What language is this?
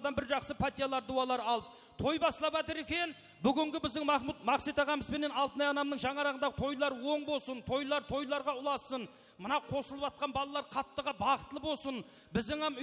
Kara-Kalpak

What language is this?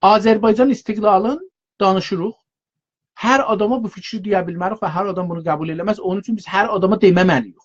South Azerbaijani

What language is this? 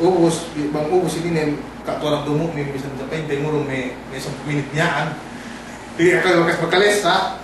Yakan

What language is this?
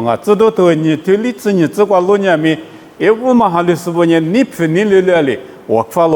Lisu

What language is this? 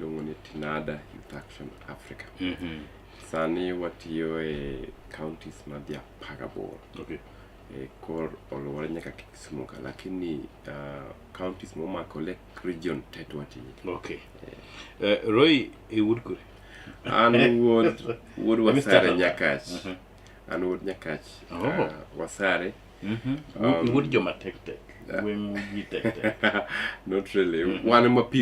Luo (Kenya and Tanzania)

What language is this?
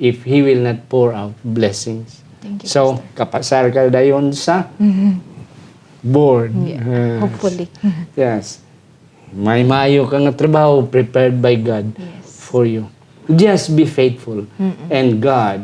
Hiligaynon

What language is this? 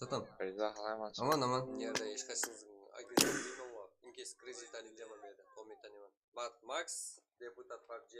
Kara-Kalpak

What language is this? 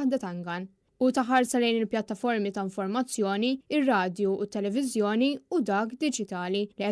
Maltese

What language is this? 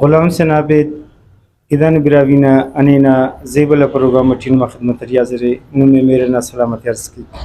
Brahui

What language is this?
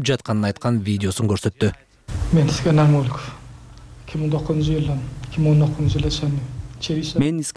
Kyrgyz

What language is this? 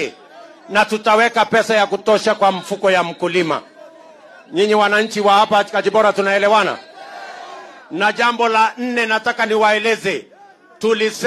Swahili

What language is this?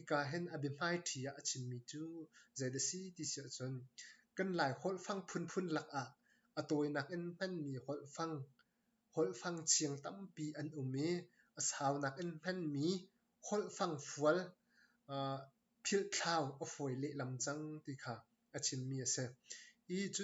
Hakha Chin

